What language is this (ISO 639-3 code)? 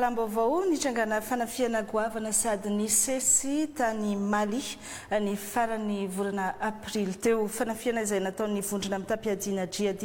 mlg